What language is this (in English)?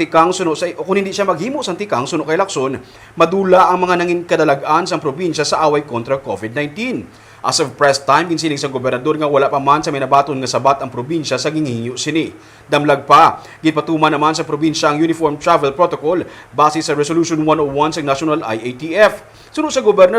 Hiligaynon